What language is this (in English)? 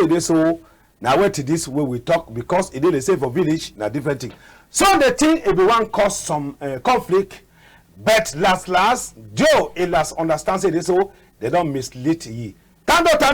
Cameroon Pidgin